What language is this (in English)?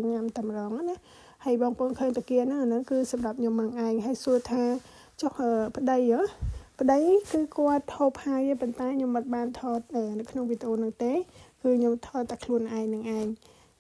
Khmer